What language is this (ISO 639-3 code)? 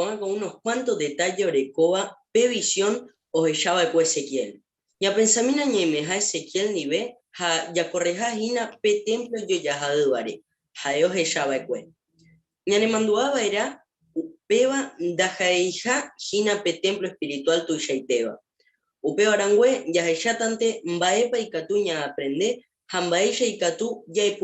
grn